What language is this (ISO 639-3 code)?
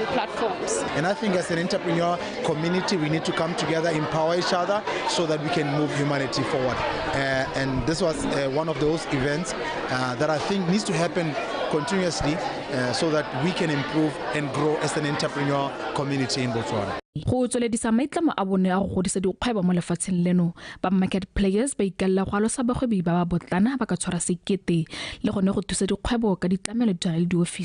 tsn